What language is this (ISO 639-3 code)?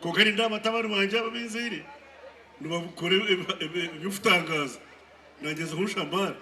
nyn